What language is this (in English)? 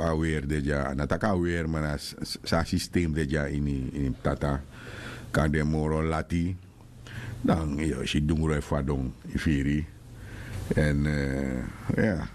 Sranan Tongo